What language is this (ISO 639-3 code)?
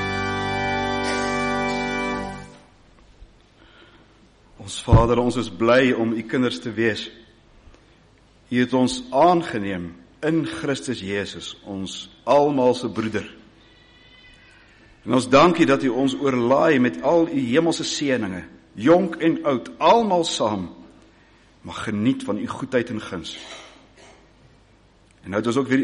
afr